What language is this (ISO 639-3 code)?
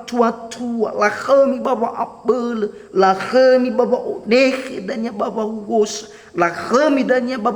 nia